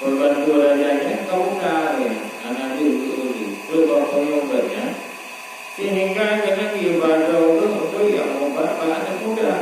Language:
Achinese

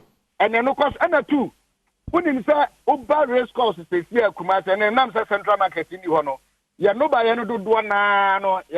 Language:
Akan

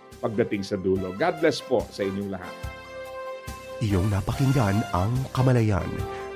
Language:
Filipino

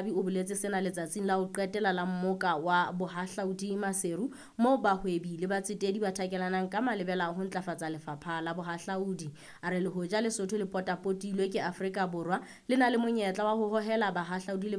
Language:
Southern Sotho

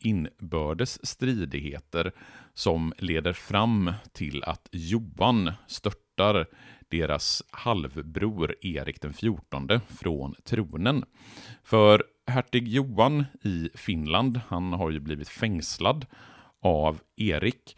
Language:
Swedish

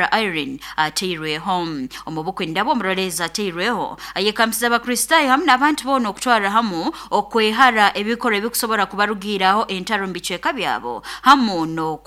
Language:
Nyoro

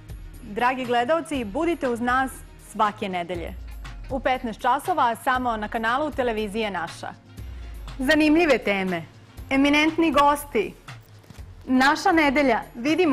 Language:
Serbian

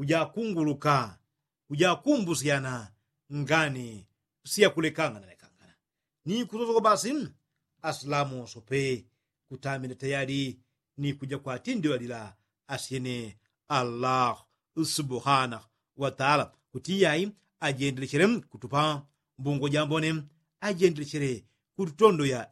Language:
Yao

